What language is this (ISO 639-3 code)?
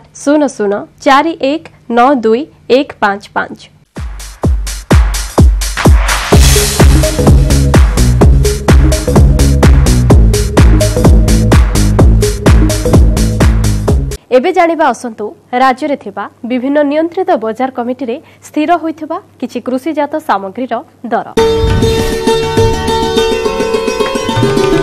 ori